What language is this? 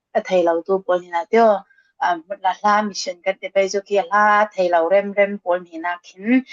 Falam Chin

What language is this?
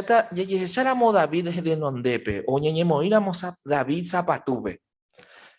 Guarani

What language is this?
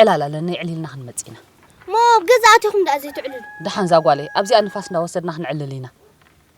Tigrinya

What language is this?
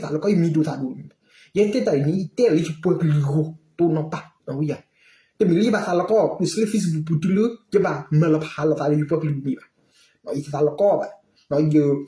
S'gaw Karen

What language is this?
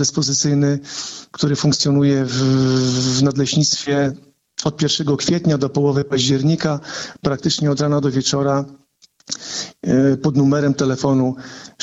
Polish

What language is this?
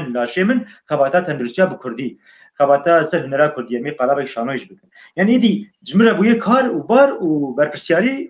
Kurdish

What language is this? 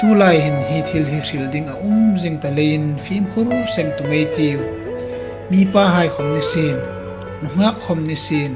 Hmar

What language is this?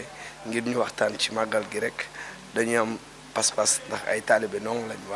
Wolof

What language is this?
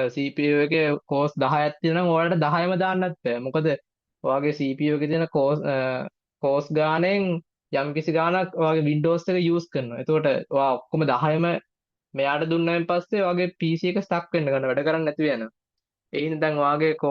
Sinhala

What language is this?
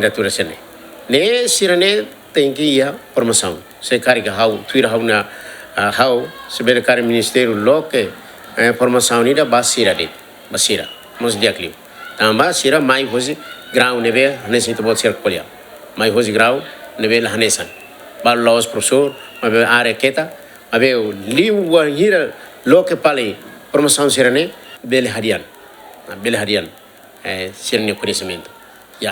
Tetum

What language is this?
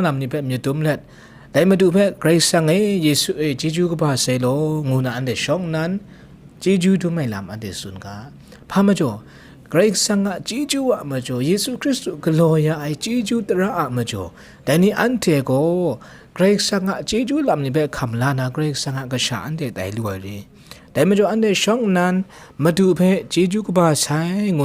Kachin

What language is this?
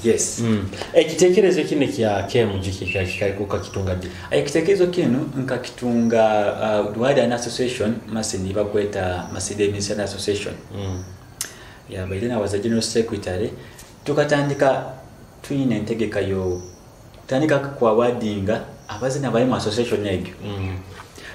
Nyoro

